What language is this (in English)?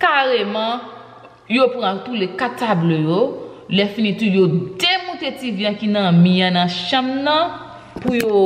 Haitian Creole